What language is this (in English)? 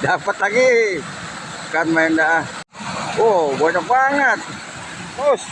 Betawi